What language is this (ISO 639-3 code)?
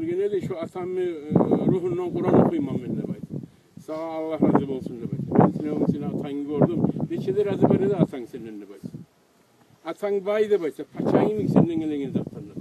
kum